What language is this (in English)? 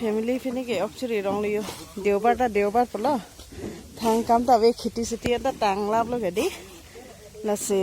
Karbi